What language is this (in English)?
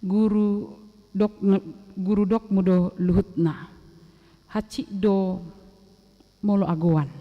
Batak Toba